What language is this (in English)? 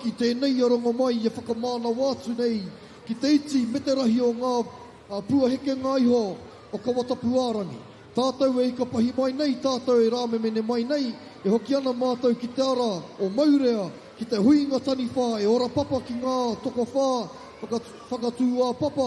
Māori